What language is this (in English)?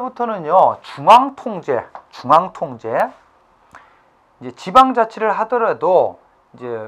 Korean